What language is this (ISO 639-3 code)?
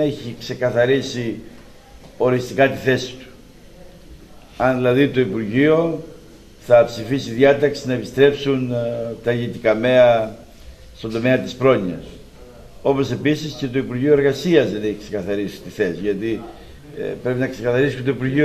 ell